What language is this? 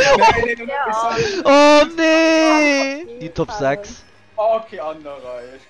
Luxembourgish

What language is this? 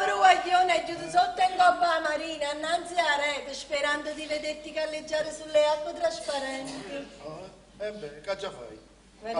Neapolitan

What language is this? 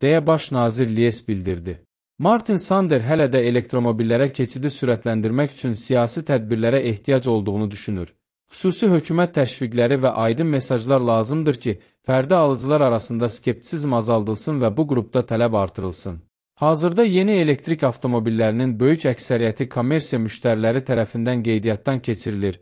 Azerbaijani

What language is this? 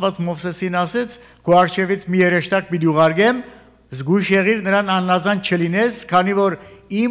Armenian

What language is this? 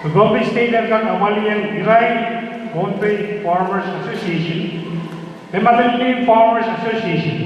Pohnpeian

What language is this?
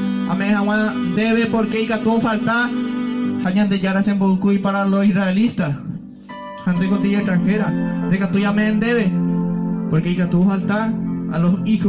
Guarani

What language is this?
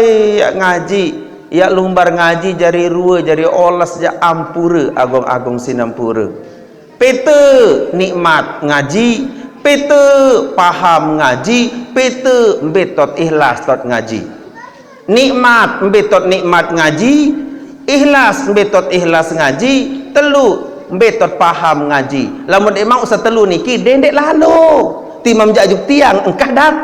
Sasak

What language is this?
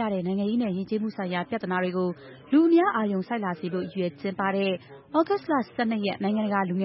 Burmese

